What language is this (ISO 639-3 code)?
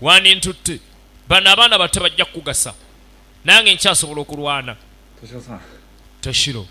lug